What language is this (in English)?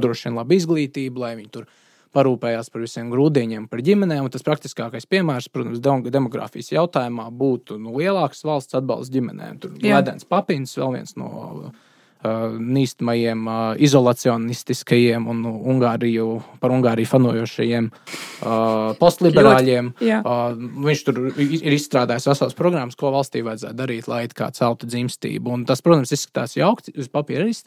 Latvian